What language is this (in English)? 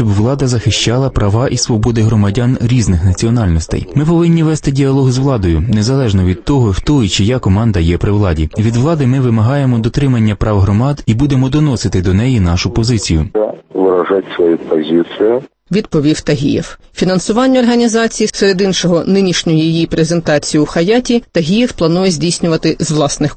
Ukrainian